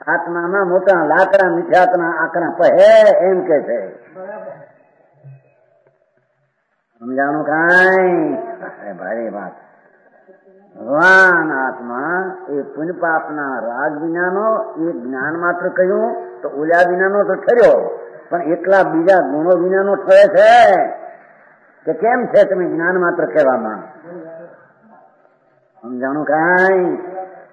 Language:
Gujarati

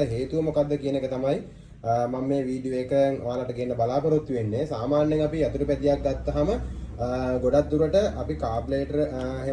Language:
Sinhala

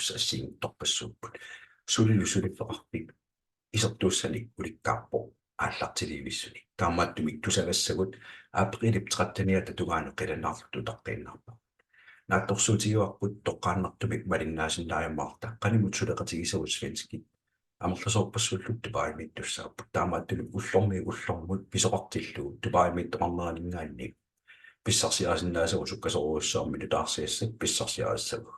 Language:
Kalaallisut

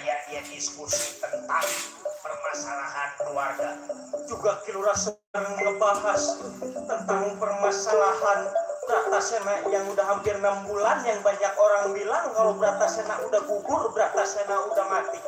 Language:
Betawi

